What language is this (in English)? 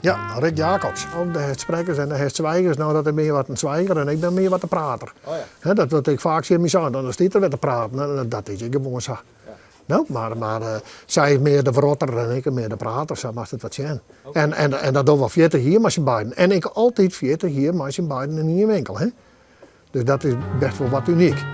Western Frisian